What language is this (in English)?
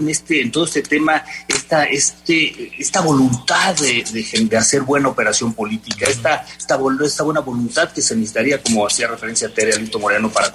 Spanish